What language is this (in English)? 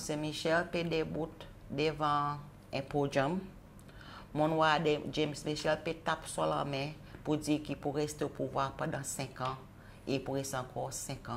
Seselwa Creole French